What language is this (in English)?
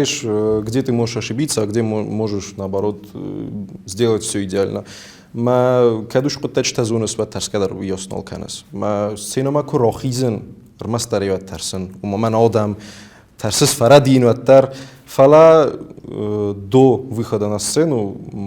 Ossetic